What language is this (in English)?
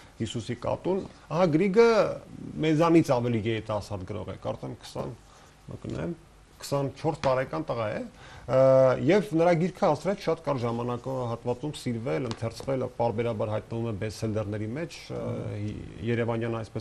Armenian